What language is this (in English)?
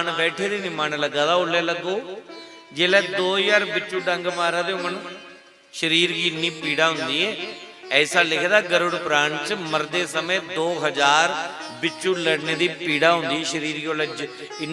Dogri